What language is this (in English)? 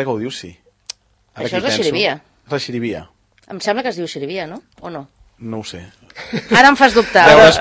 Catalan